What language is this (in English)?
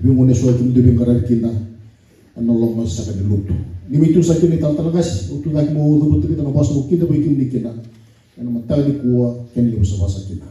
Fijian